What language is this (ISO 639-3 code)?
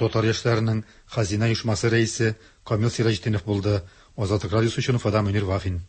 tat